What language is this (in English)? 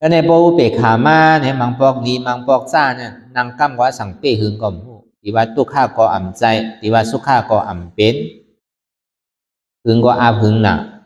Shan